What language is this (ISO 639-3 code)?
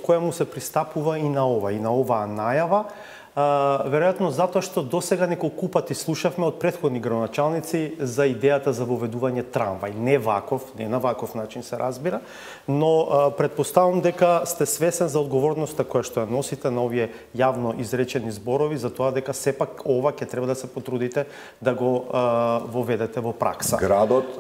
mkd